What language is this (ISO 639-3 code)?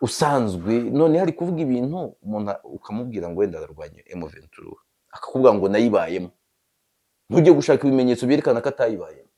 kin